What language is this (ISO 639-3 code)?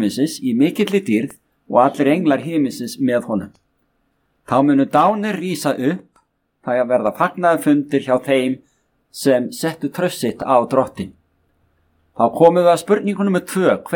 isl